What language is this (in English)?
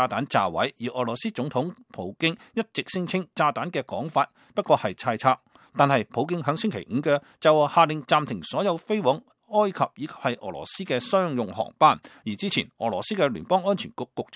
Cantonese